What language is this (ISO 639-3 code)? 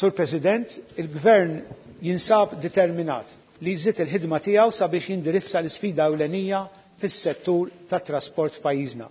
mlt